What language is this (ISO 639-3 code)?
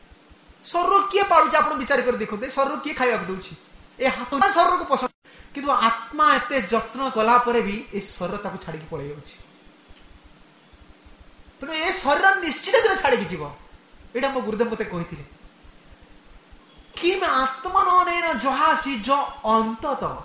ori